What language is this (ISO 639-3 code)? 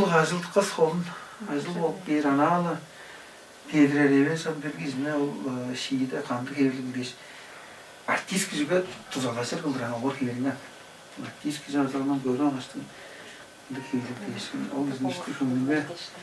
tyv